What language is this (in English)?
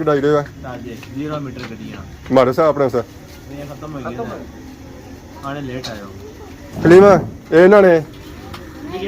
Pahari-Potwari